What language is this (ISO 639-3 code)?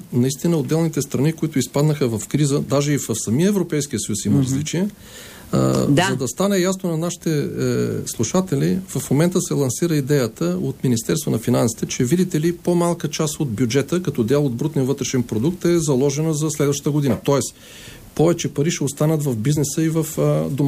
bul